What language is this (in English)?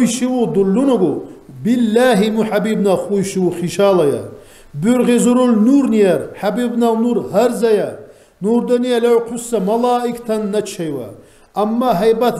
Lak